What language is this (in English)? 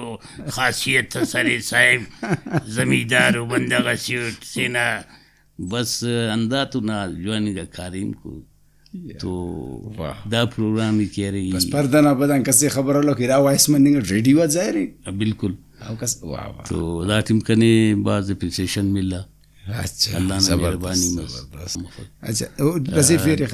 Brahui